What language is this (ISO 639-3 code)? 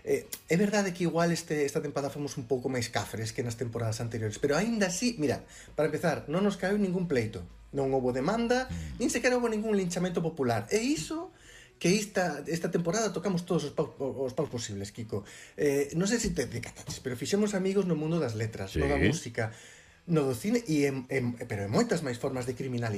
glg